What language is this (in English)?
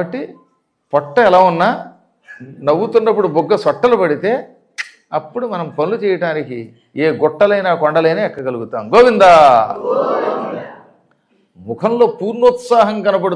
Telugu